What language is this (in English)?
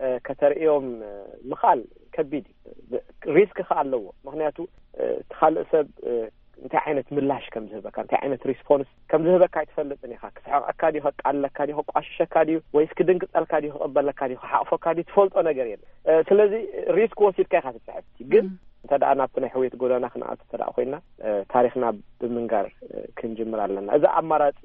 Tigrinya